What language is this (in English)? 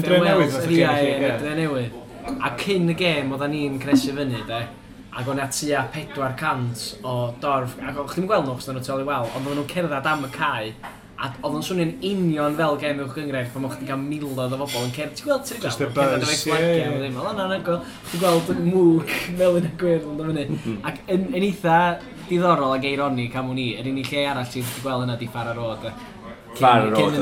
Welsh